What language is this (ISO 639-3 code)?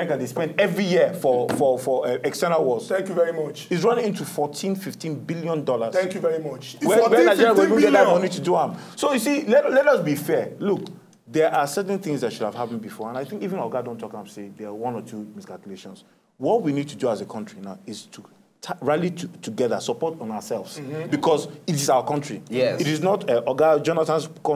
pcm